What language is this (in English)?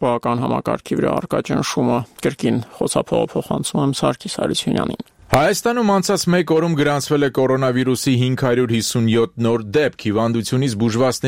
Armenian